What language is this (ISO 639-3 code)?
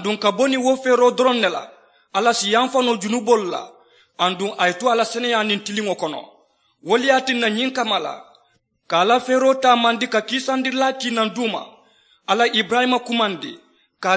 man